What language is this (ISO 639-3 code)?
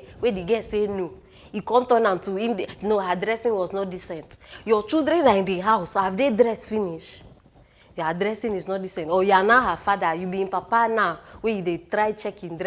pcm